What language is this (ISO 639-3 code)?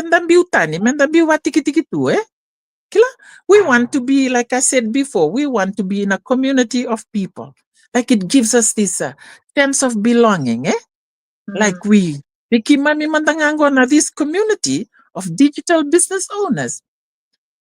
fij